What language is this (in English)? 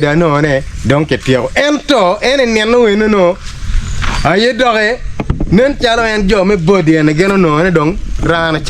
Acoli